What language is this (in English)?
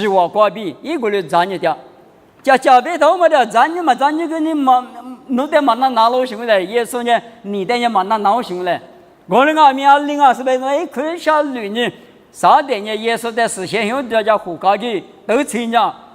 Lisu